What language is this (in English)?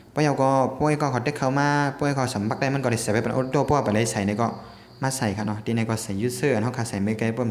Shan